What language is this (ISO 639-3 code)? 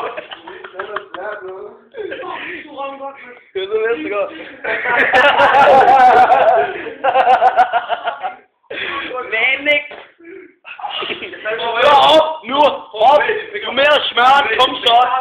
dan